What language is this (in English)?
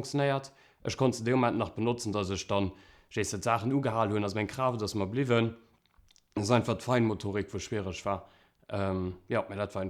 Luxembourgish